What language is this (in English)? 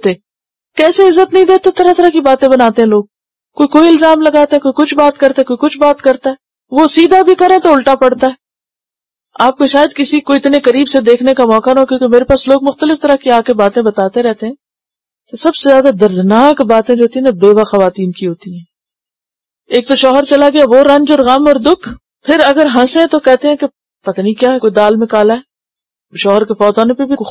Urdu